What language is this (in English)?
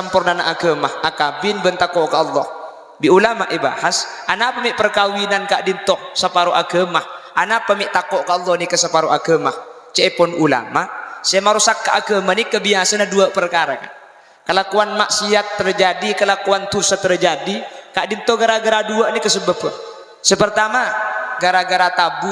Madurese